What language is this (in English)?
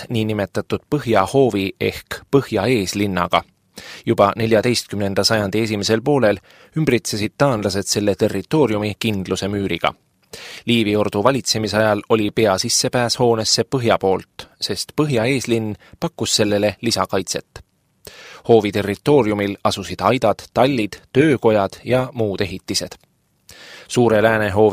Estonian